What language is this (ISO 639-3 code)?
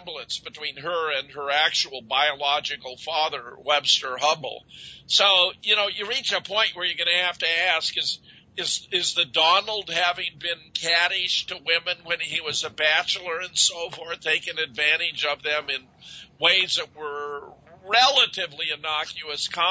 eng